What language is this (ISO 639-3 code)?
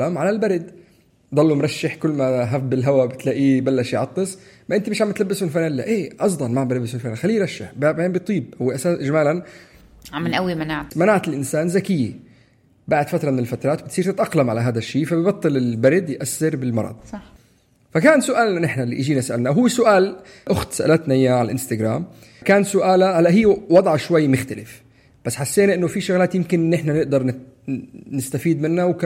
apc